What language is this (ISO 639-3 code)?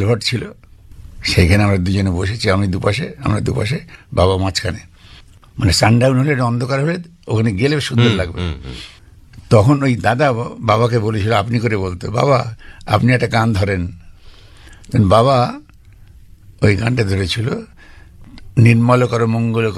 ben